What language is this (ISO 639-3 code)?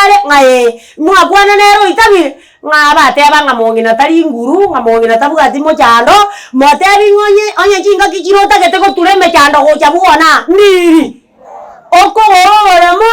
guz